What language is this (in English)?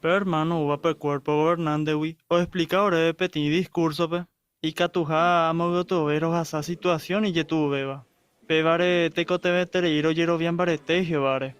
Guarani